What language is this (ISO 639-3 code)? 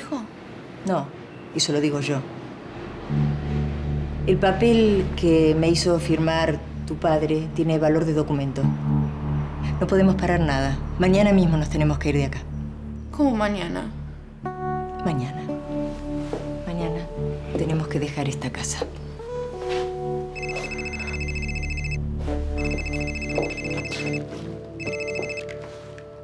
spa